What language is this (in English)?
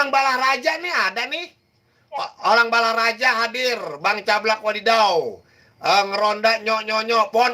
Betawi